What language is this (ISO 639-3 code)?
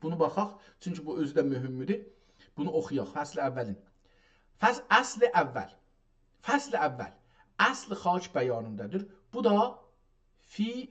azb